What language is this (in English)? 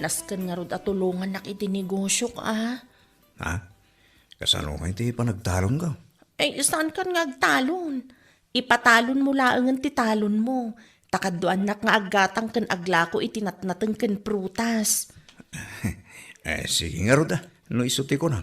Iloko